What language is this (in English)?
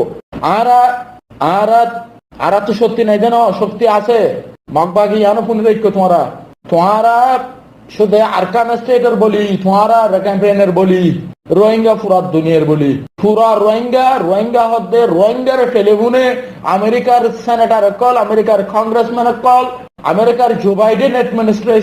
Rohingya